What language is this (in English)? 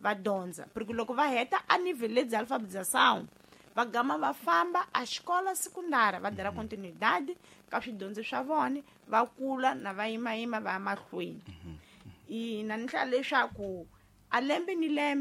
Tsonga